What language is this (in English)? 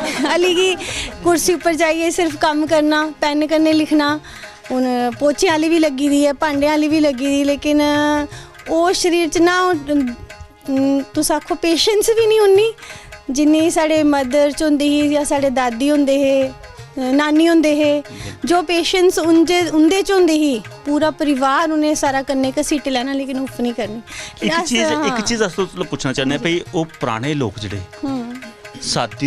Dogri